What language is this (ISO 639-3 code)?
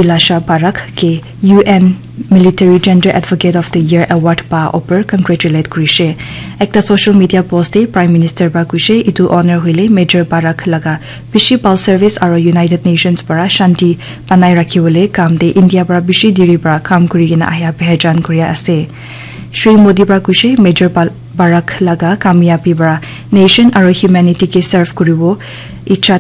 nag